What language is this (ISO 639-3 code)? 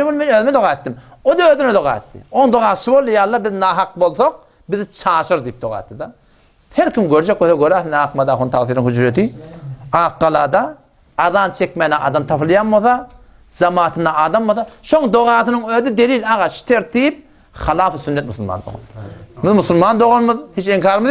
tuk